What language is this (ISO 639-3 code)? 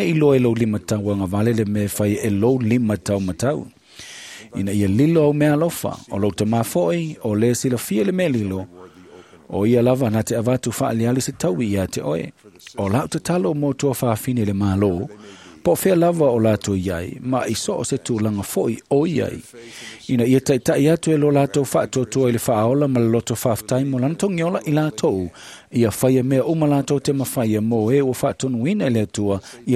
smo